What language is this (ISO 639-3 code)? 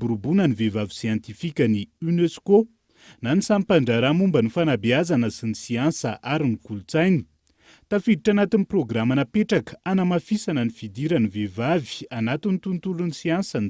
mlg